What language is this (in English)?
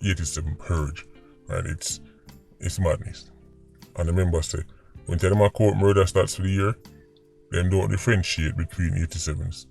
Jamaican Creole English